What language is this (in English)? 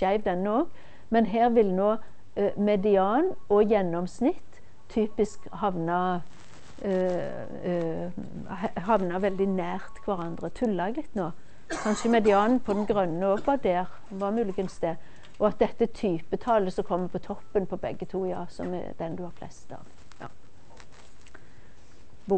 Norwegian